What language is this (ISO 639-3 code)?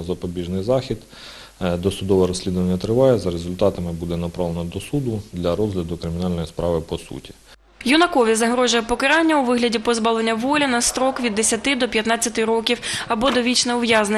ukr